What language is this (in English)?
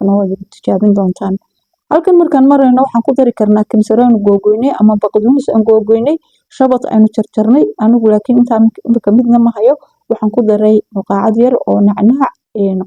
Somali